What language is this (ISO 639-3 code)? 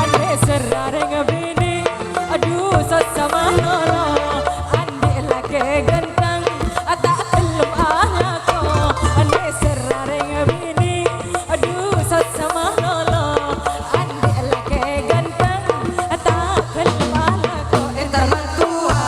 mad